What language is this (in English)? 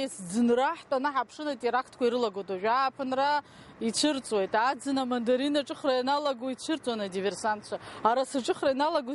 Abkhazian